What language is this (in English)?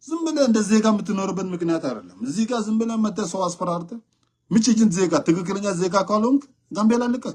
Nuer